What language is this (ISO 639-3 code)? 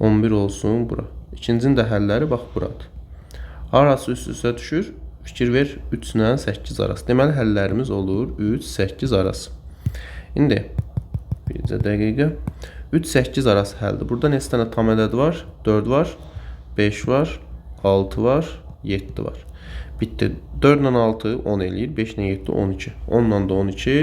aze